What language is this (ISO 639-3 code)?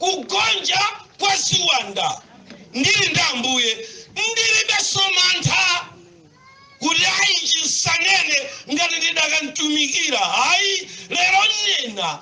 nya